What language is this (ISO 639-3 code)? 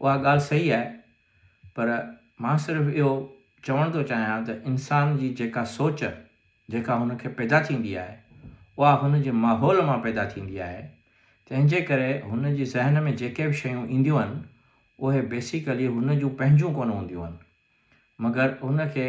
snd